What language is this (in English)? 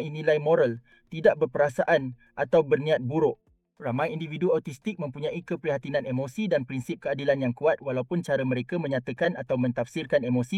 Malay